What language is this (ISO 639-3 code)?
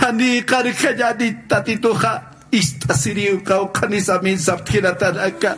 aym